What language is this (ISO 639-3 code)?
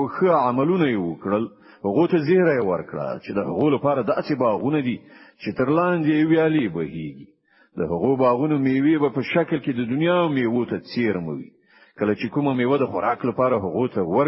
pus